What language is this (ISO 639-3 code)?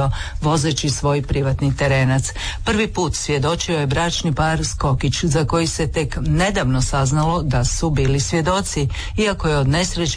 hrv